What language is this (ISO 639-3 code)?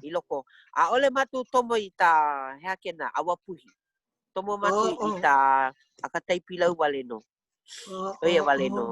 haw